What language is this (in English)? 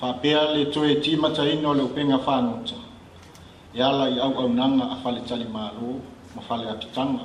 Samoan